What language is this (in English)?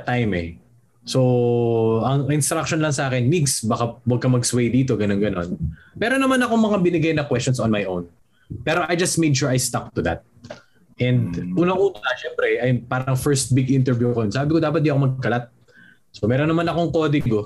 Filipino